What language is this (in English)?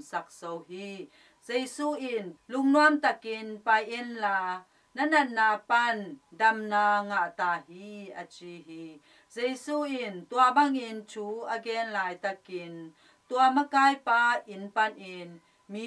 Tedim Chin